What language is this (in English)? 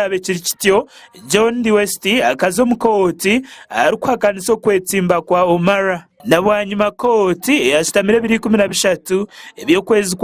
Nyankole